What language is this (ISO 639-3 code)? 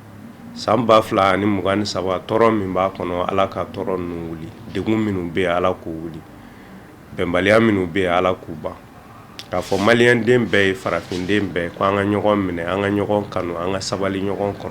bam